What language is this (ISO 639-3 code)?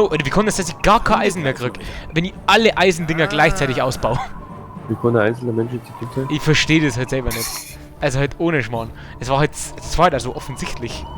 bar